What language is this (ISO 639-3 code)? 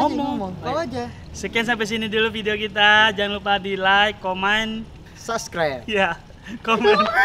bew